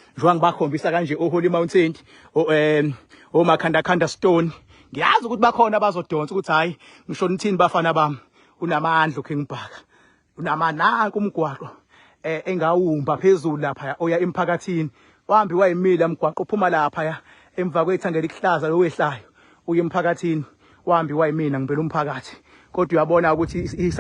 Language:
Zulu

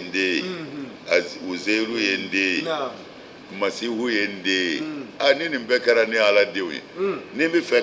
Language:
Bambara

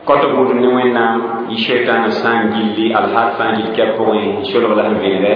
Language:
Mossi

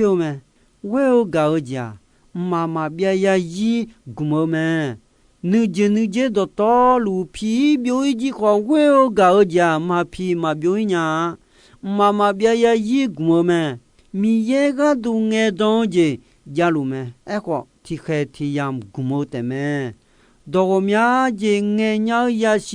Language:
Akha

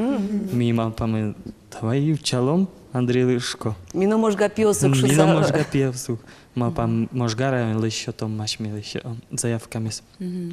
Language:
Udmurt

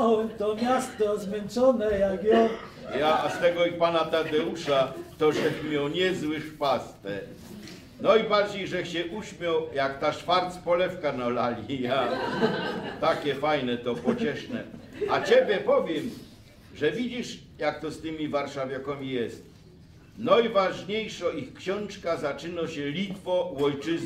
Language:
Silesian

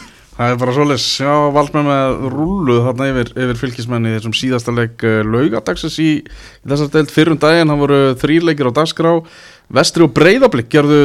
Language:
Icelandic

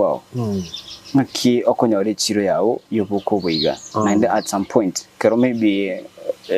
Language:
Gusii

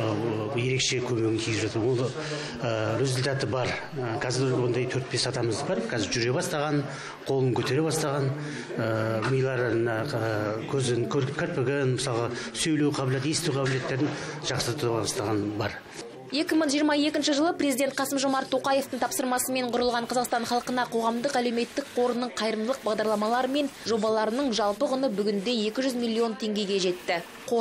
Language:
Kazakh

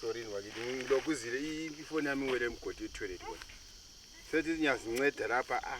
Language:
North Ndebele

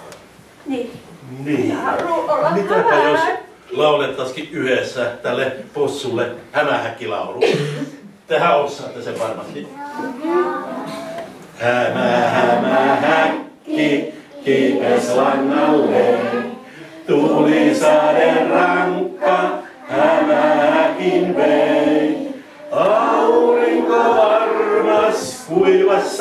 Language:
Finnish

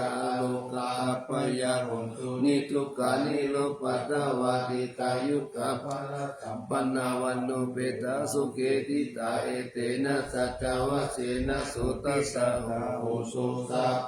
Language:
Pali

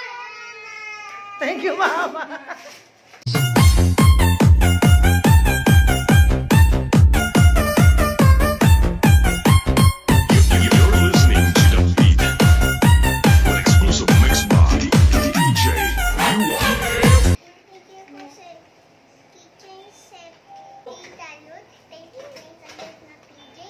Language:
Filipino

